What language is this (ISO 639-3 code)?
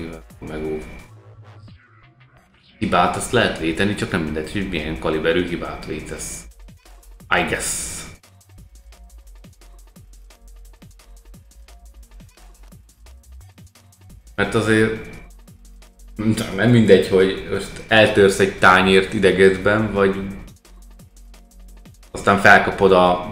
hun